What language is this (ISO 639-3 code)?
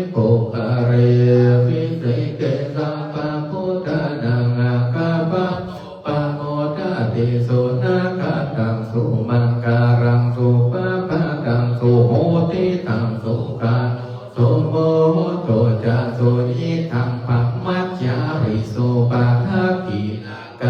pli